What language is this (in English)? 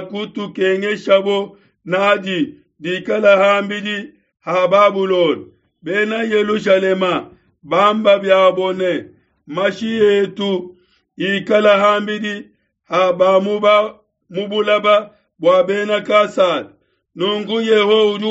Luba-Lulua